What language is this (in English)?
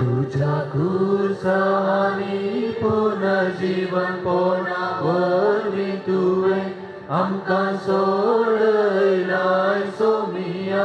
Konkani